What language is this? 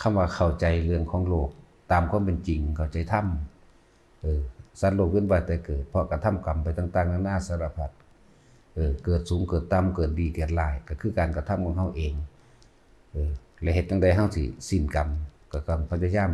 Northeastern Thai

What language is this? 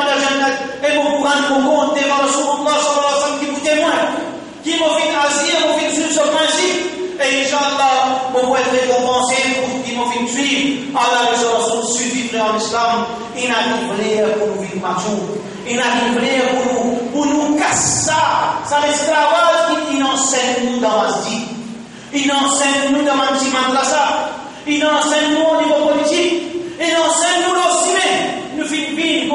Morisyen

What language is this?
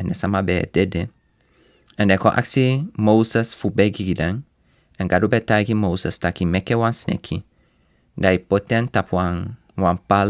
Sranan Tongo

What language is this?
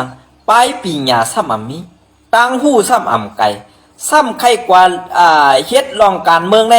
Shan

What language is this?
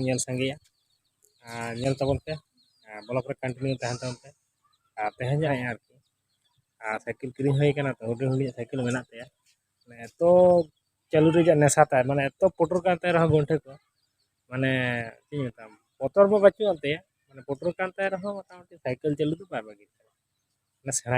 Santali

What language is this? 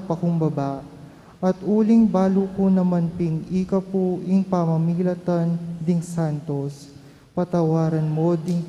Pampanga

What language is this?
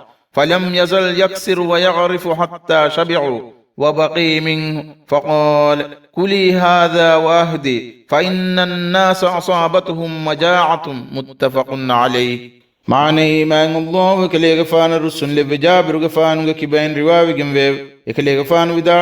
Divehi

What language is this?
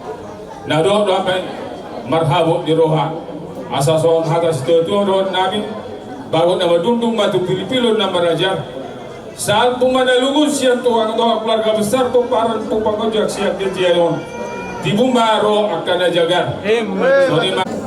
Batak Toba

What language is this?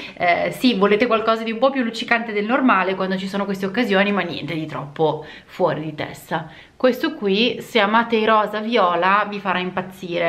Italian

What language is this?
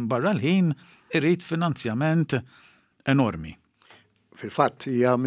Maltese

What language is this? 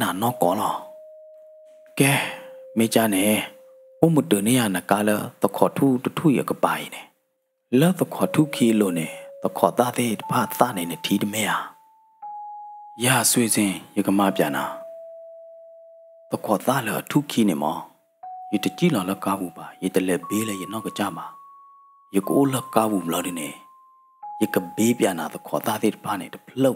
S'gaw Karen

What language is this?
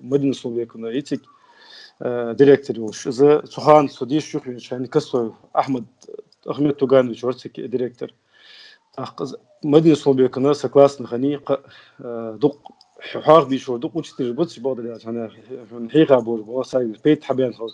Ingush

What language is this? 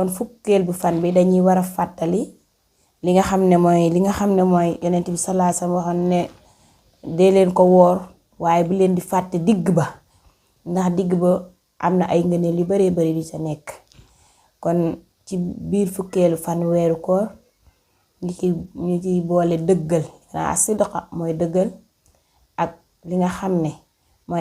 Wolof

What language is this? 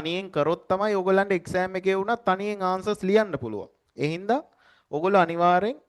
Sinhala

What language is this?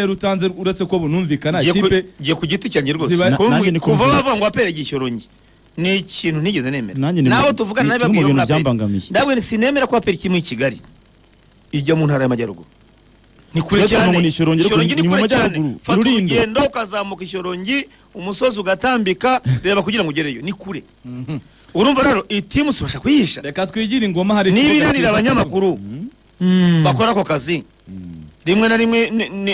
Kinyarwanda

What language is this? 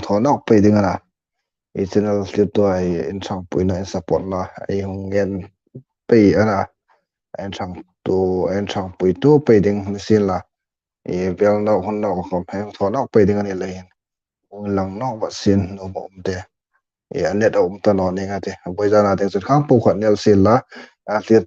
Hmar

